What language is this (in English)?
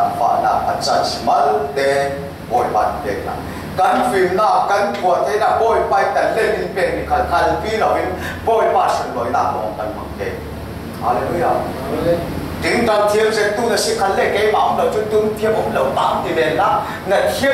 Falam Chin